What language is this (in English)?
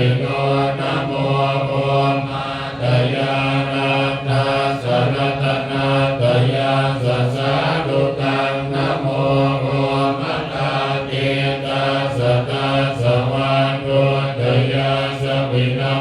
Pali